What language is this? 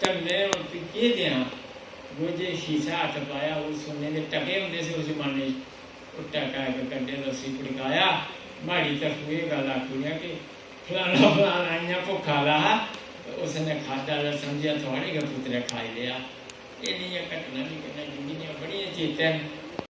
Dogri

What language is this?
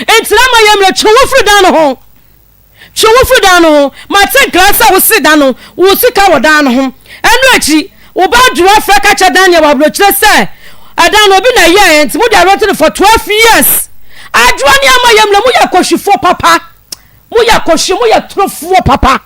Akan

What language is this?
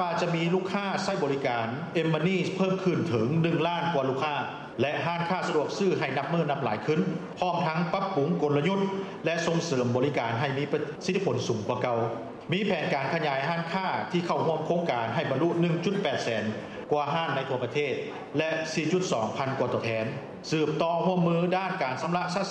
Lao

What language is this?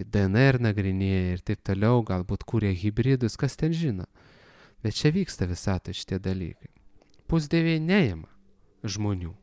Lithuanian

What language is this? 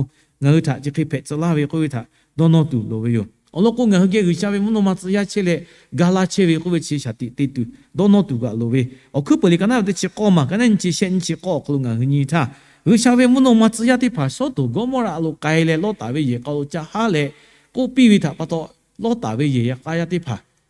Lahu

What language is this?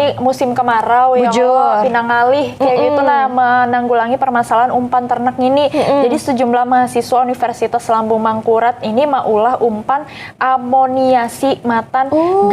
Banjar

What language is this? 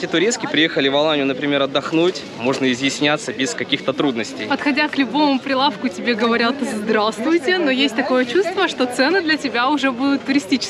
Russian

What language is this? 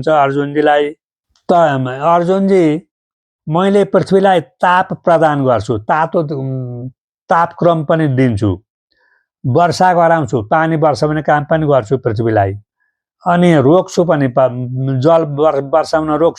Nepali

